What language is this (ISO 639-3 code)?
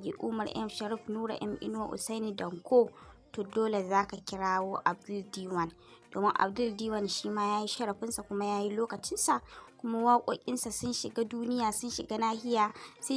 hau